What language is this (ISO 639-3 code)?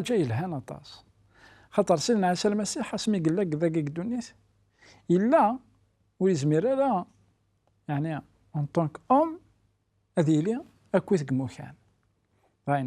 kab